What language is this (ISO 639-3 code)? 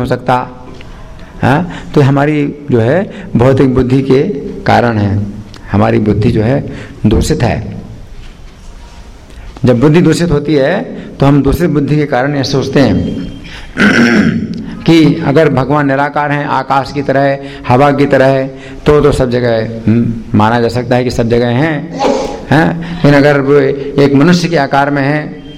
hin